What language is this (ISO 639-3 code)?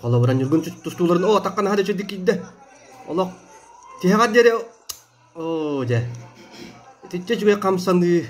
sah